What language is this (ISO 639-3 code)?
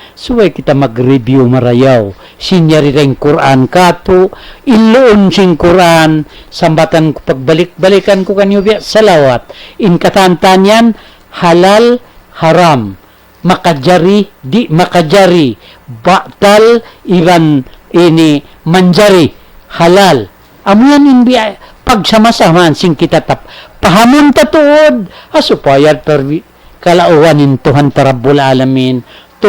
tsg